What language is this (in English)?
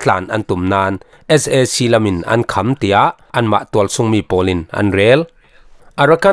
Falam Chin